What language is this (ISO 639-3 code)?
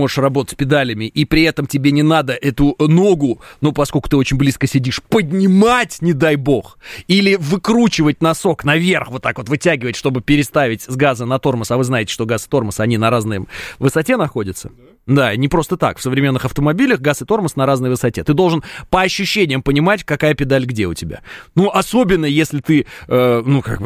rus